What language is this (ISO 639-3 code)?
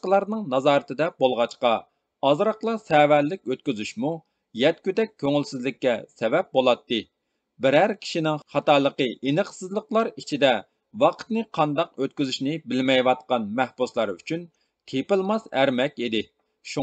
uig